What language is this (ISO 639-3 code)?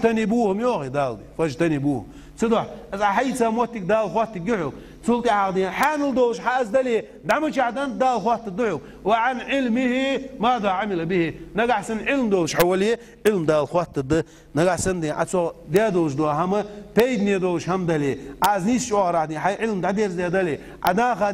inh